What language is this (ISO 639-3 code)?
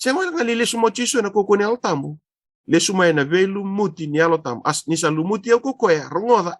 fij